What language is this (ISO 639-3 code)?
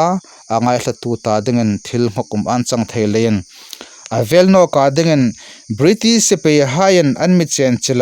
hmr